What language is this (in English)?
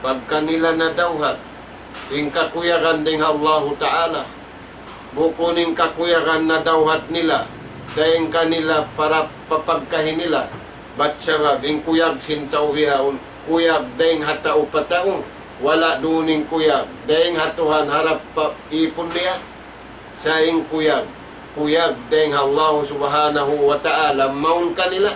Tausug